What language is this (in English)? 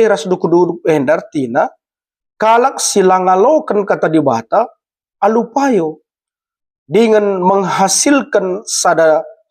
Batak Karo